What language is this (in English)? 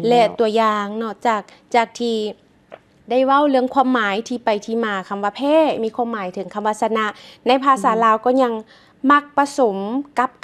Lao